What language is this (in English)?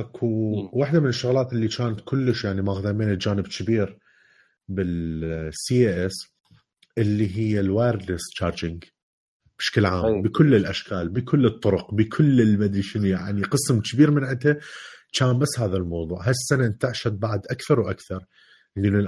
Mesopotamian Arabic